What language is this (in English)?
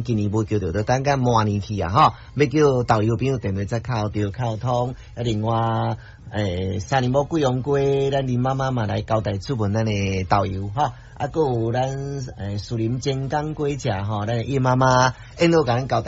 Min Nan Chinese